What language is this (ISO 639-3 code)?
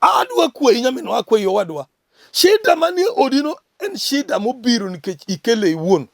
luo